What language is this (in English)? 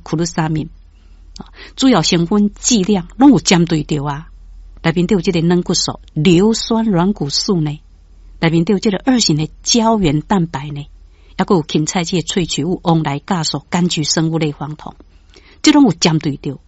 Min Nan Chinese